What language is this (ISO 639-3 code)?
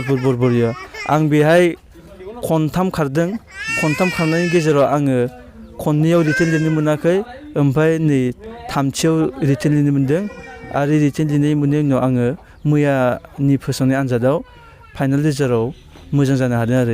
brx